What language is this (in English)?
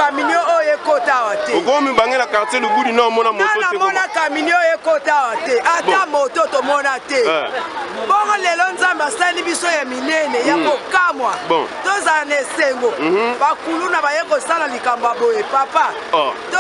Lingala